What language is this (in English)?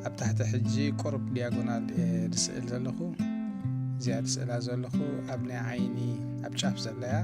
Tigrinya